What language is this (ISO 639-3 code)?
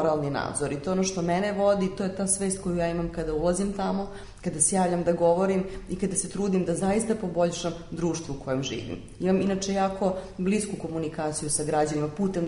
srp